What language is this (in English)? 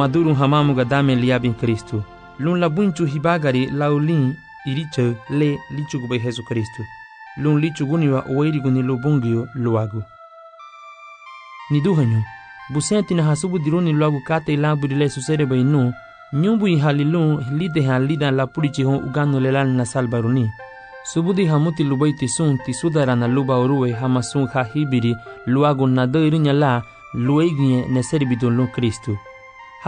Garifuna